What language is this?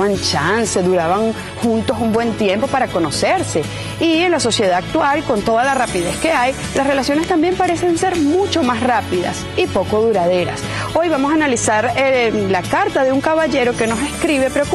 Spanish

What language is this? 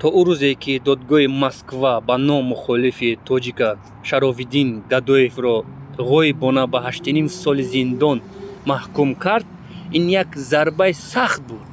Tajik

